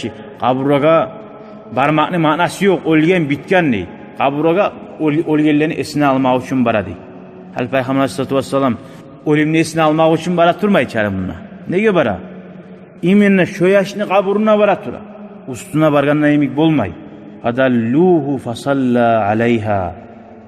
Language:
Kumyk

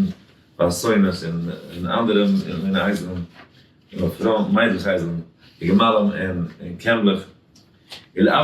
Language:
Yiddish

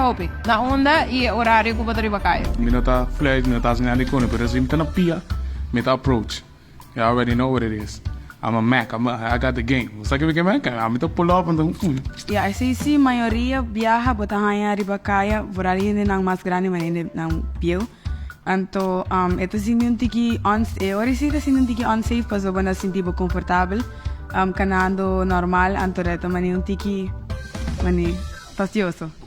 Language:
Papiamento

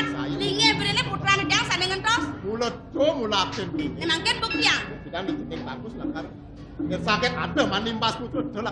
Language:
Balinese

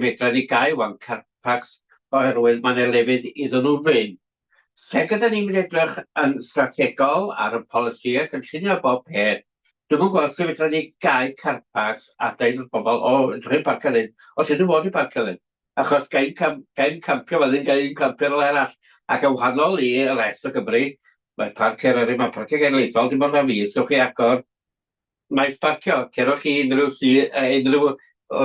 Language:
Welsh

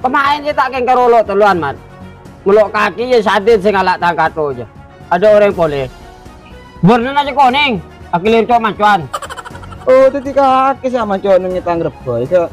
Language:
Madurese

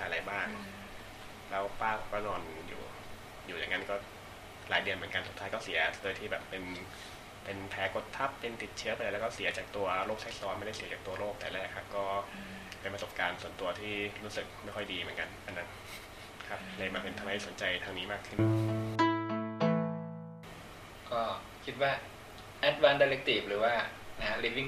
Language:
Thai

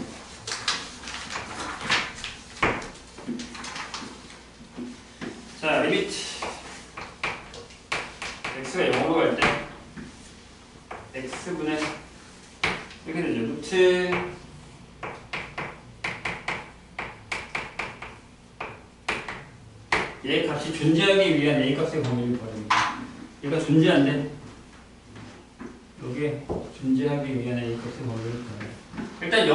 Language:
Korean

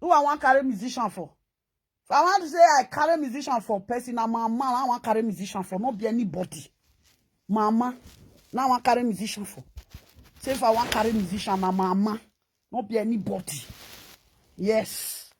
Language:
Nigerian Pidgin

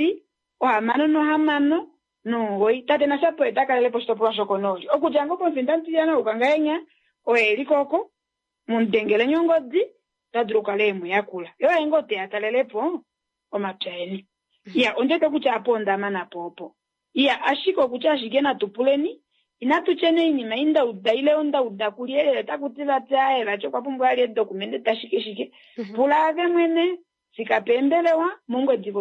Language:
Kuanyama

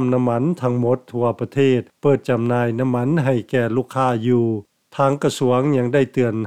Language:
Lao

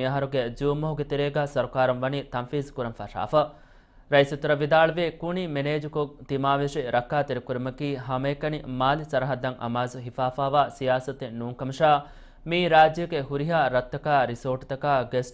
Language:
Divehi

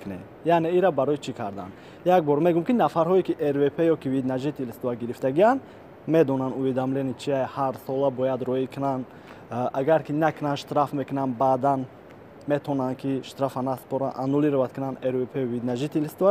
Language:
Tajik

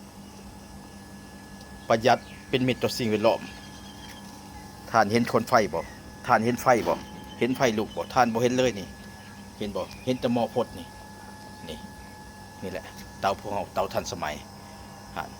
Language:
Lao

